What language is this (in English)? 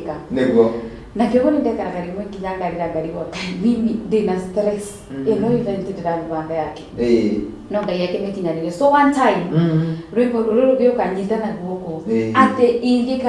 Kikuyu